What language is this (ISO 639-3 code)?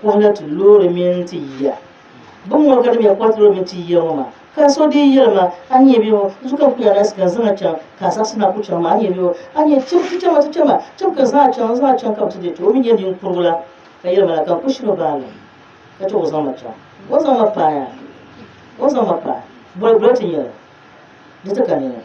dag